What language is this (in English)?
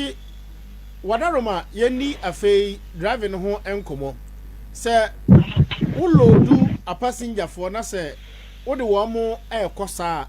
Akan